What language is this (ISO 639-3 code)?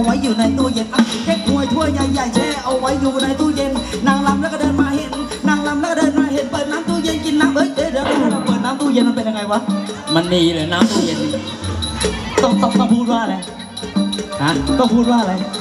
tha